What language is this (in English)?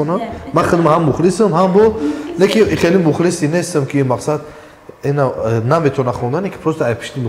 Tajik